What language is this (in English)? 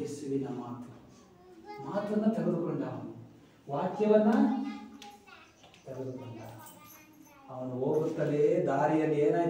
Kannada